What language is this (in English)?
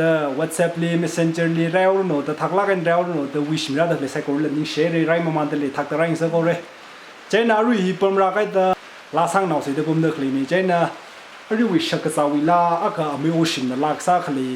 Tangkhul Naga (India)